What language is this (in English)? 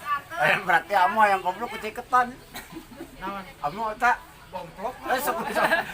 Sundanese